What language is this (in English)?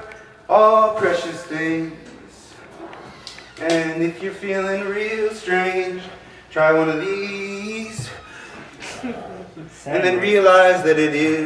English